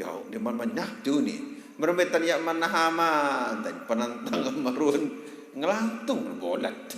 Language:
Sasak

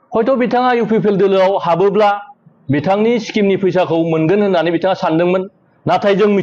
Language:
Bodo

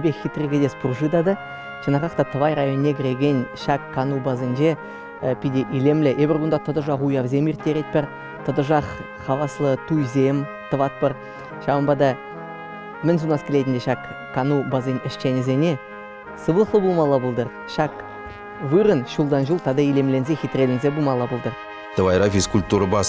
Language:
Chuvash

